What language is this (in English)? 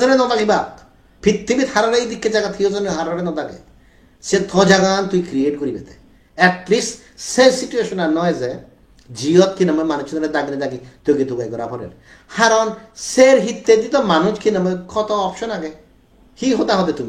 Chakma